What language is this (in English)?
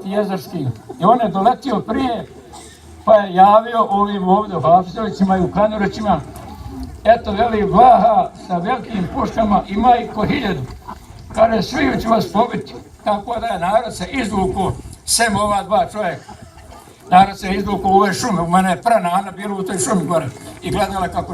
Bosnian